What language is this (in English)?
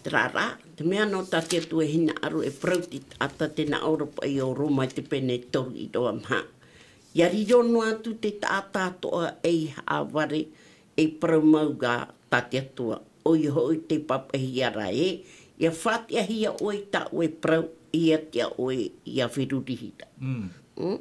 Tahitian